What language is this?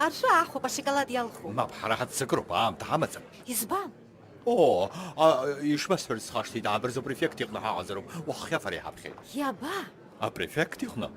Abkhazian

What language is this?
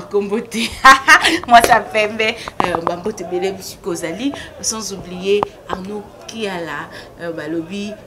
Lingala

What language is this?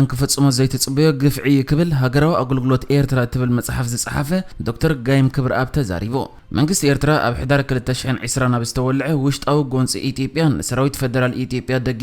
Tigrinya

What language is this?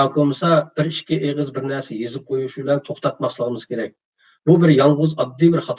Uyghur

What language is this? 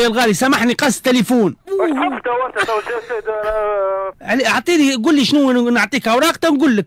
Tunisian Arabic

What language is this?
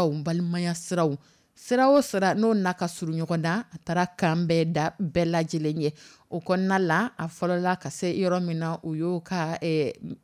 Dyula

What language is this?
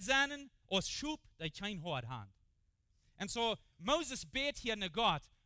Plautdietsch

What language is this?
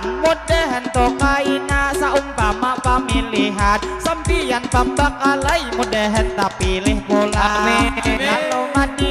Banjar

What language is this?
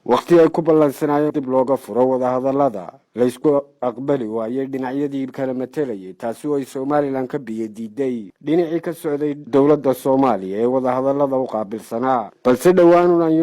Somali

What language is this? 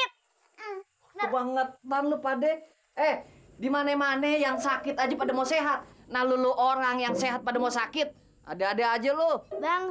Betawi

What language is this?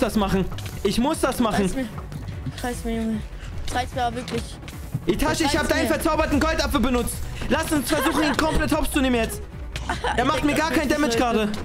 German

